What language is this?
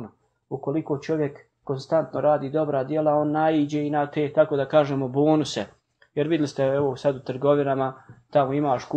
Bosnian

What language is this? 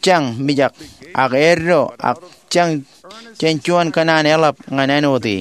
Marshallese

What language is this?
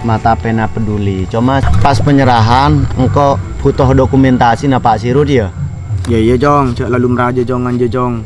Madurese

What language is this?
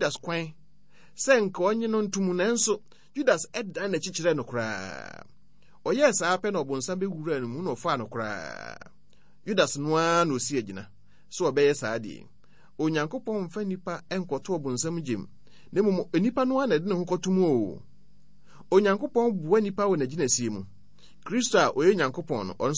Akan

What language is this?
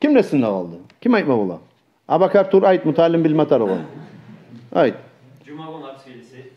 Kumyk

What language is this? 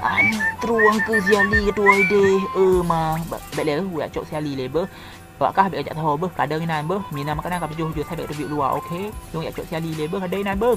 Achinese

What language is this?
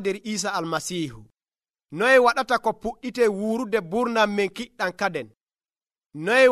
Nigerian Fulfulde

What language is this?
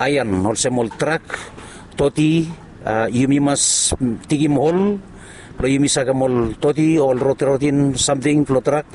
Bislama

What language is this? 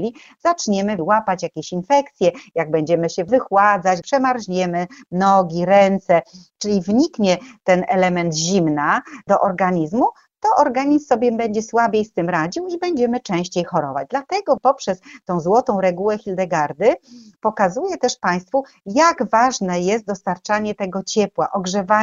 Polish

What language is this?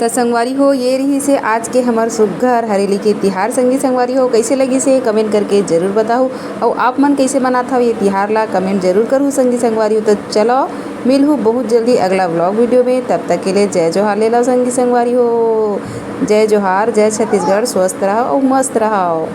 Chhattisgarhi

